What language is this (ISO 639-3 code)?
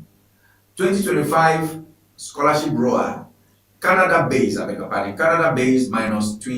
ewe